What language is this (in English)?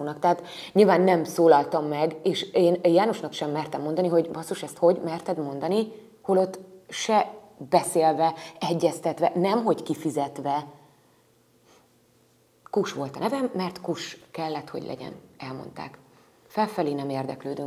Hungarian